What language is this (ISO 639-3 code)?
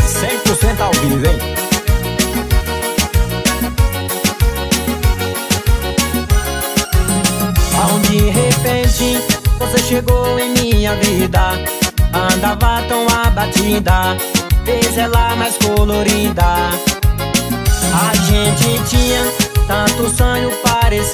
por